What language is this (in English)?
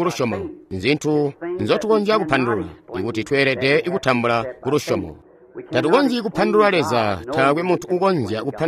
Tonga (Zambia)